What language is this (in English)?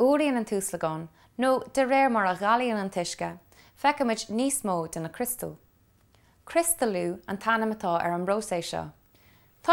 Irish